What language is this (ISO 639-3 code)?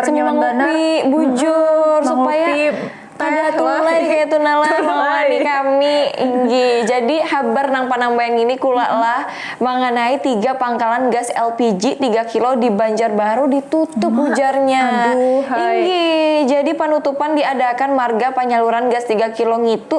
bjn